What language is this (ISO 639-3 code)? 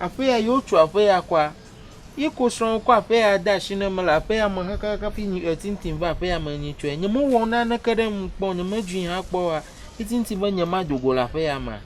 ewe